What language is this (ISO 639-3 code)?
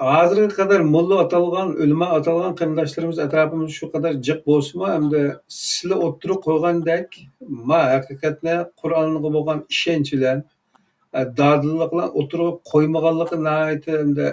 uig